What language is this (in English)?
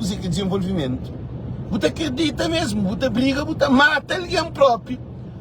Kabuverdianu